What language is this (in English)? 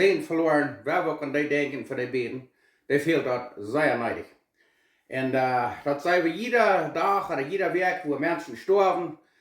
Plautdietsch